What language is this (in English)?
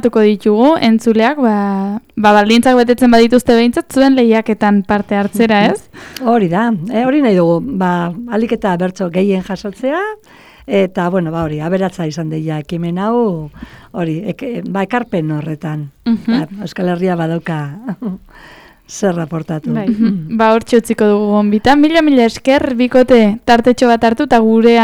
Basque